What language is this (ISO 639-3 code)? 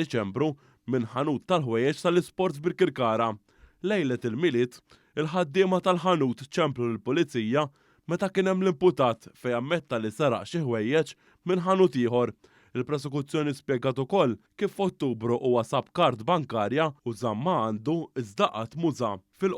mlt